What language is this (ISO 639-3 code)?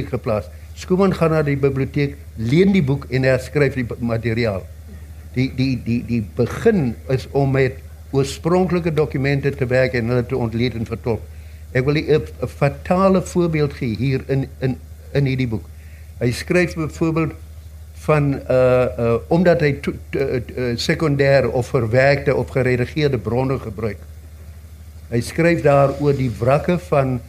afr